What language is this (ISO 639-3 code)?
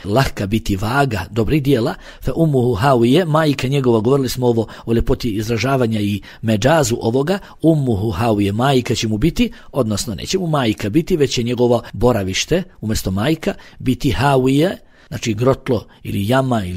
bos